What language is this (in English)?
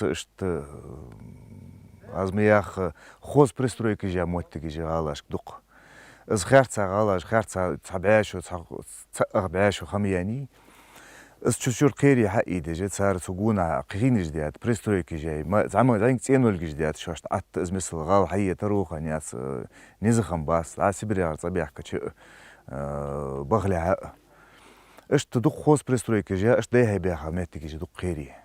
Ingush